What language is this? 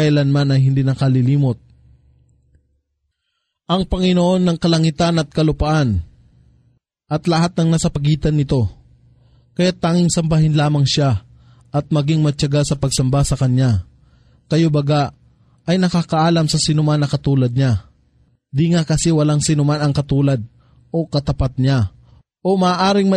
Filipino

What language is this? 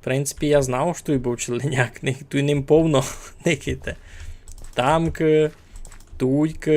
Rusyn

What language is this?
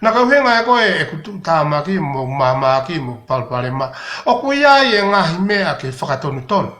Tongan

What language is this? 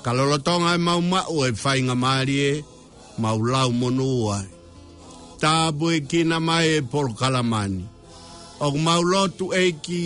Tongan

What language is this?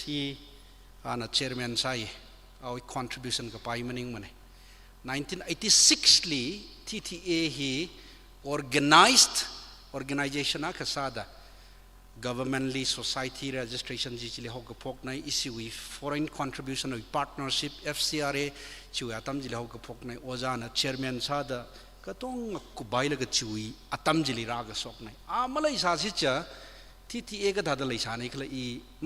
Tangkhul Naga (India)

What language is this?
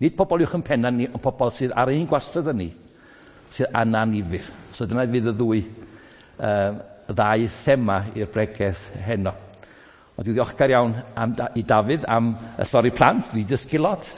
Welsh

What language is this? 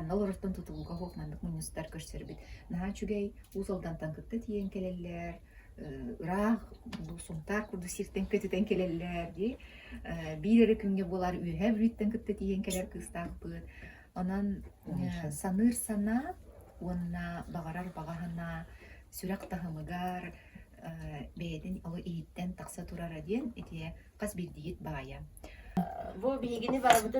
Yakut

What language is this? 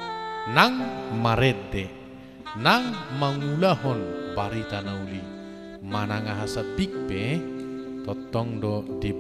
Batak Toba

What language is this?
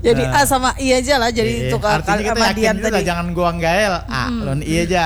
Banjar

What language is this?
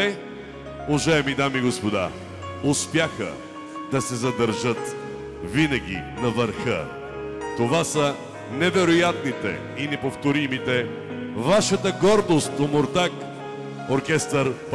Bulgarian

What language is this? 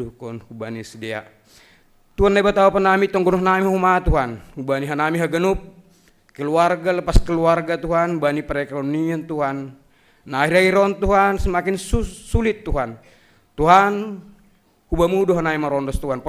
Batak Simalungun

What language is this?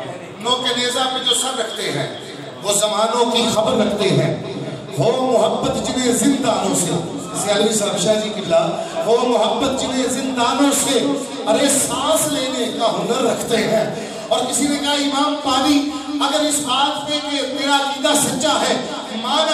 Urdu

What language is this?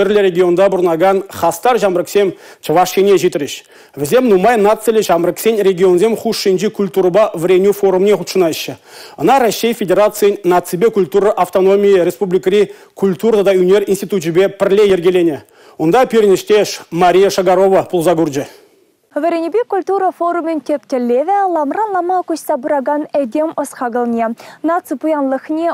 Chuvash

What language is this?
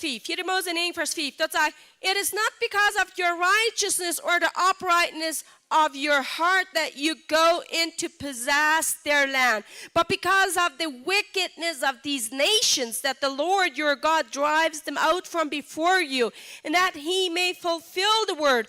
Plautdietsch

